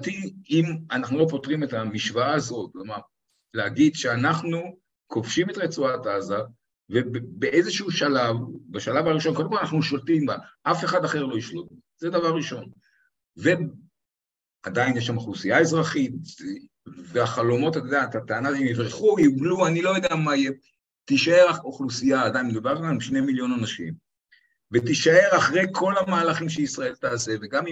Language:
Hebrew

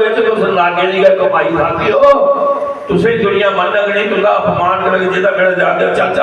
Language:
Dogri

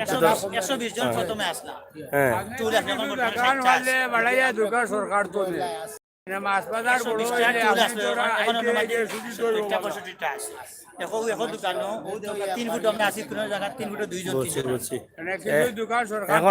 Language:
Sylheti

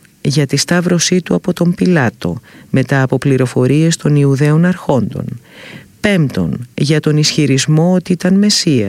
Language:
Greek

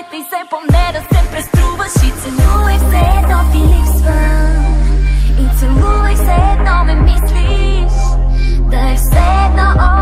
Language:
Bulgarian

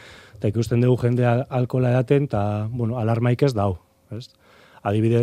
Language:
Basque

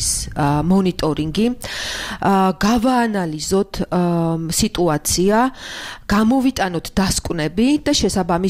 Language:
Georgian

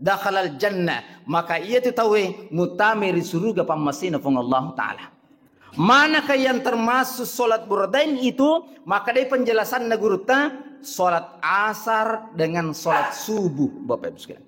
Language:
Buginese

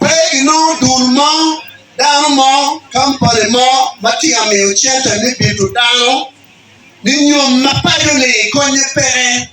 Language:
Acoli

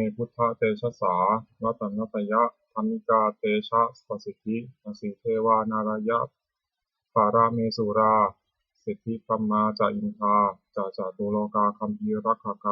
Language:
Pali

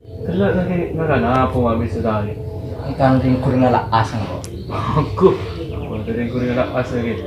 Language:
Madurese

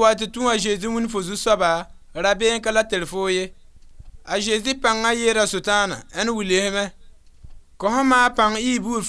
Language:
Mossi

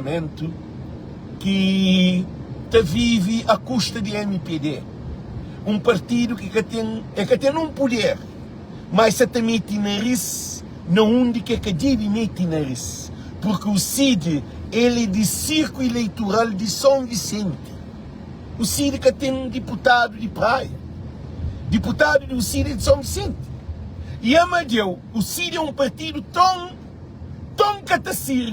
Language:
Kabuverdianu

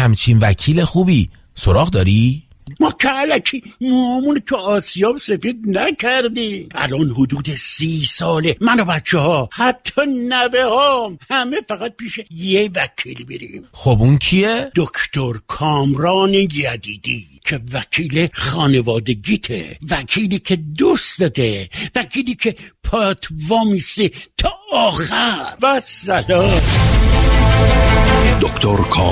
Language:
Persian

